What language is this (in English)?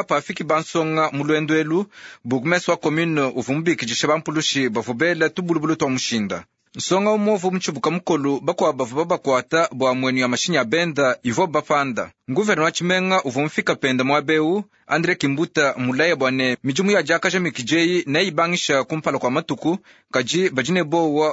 Luba-Lulua